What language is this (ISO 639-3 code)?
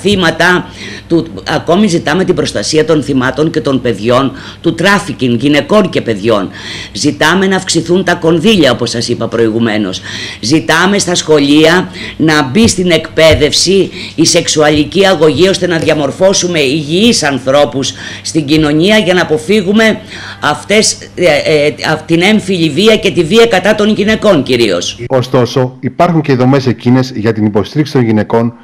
ell